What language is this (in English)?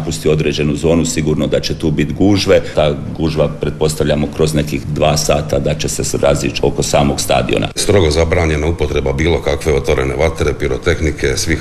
Croatian